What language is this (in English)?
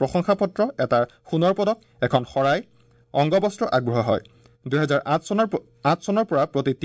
Assamese